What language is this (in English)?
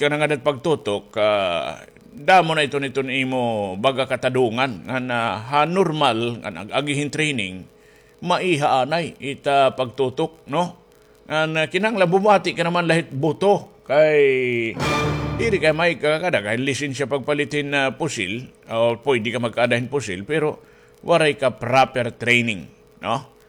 Waray